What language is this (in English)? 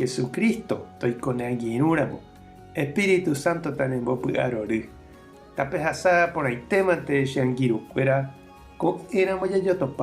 Guarani